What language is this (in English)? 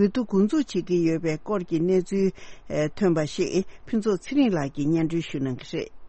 Tibetan